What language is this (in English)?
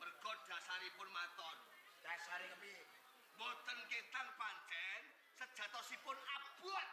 Javanese